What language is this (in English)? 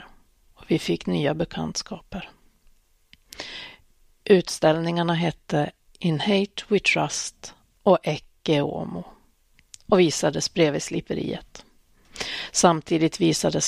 Swedish